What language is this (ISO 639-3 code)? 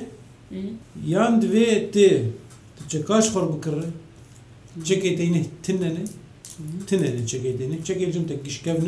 kur